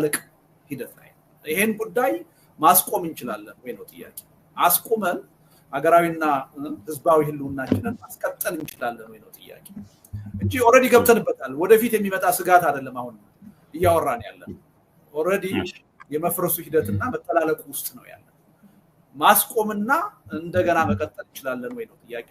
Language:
Amharic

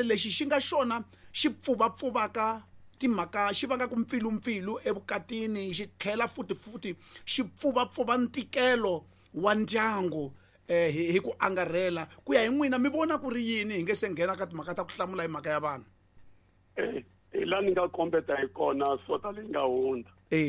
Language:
Tsonga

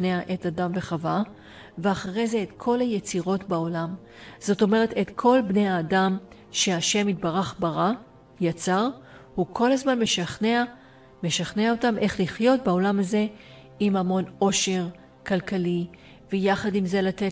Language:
Hebrew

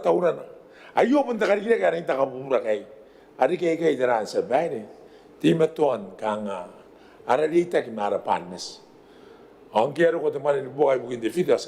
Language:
Gilbertese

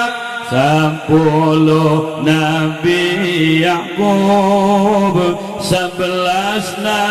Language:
Sundanese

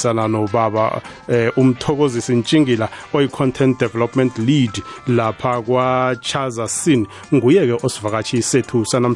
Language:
South Ndebele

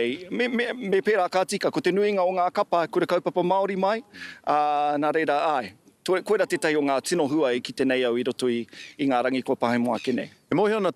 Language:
Māori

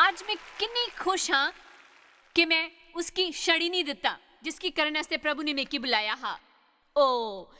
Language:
Dogri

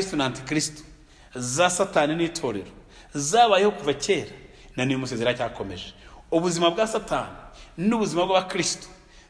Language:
Kinyarwanda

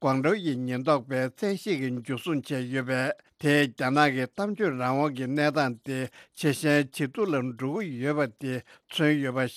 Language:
Tibetan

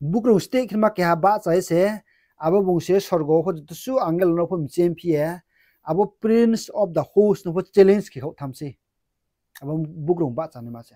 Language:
Riang (India)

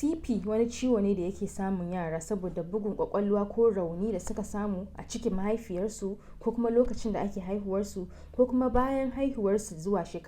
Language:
Hausa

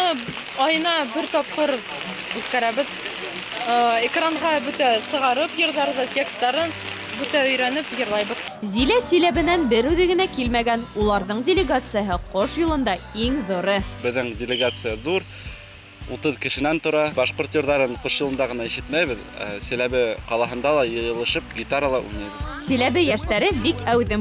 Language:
Bashkir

